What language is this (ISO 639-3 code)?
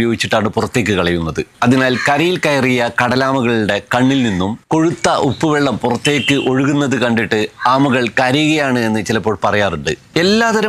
mal